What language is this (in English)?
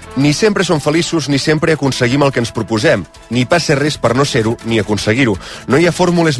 Catalan